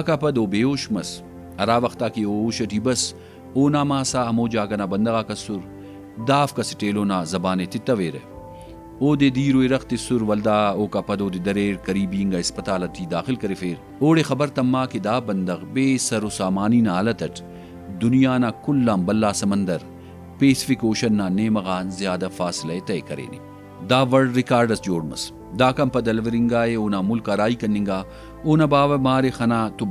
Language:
Brahui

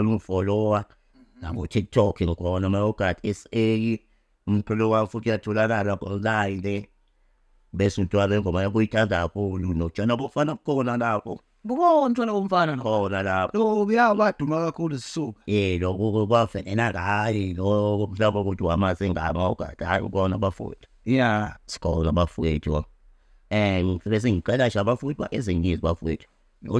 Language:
Zulu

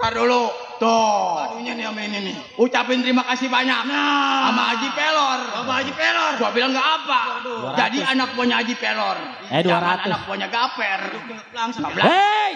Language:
Betawi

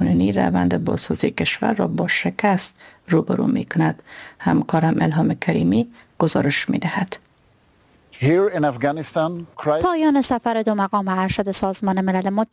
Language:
Persian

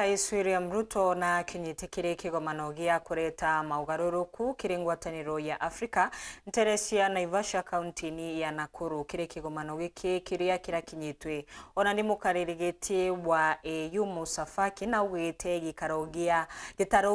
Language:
Meru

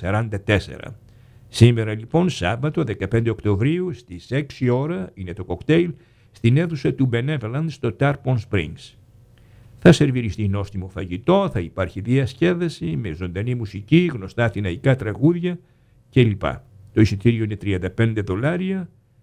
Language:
Greek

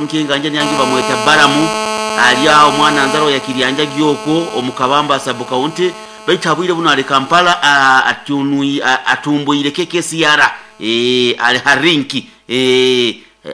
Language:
Nyoro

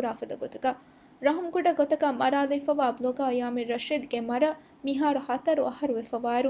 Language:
Divehi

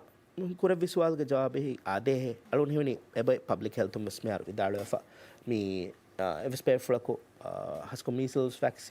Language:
Divehi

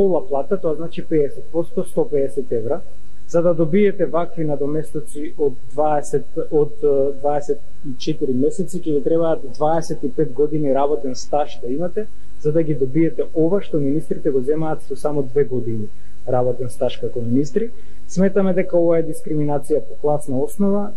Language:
Macedonian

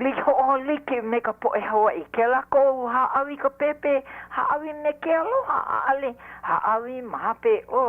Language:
Hawaiian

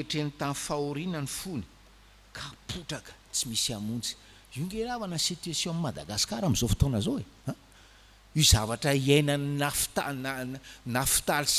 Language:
Malagasy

